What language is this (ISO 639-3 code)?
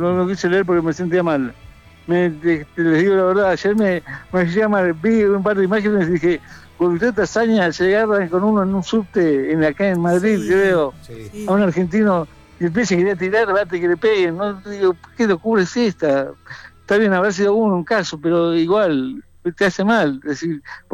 spa